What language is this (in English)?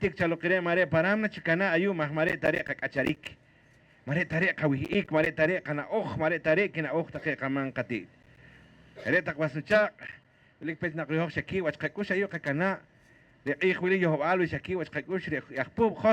Poqomchi'